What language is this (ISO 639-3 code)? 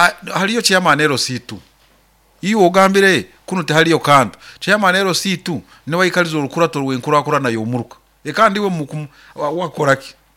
nyo